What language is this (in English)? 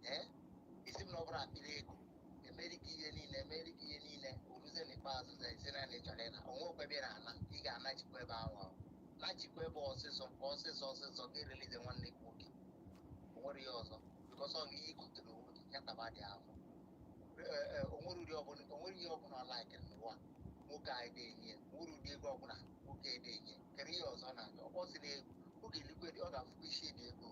Igbo